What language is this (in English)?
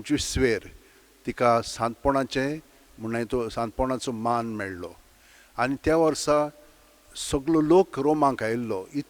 Konkani